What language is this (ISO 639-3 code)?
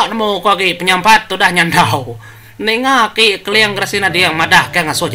iba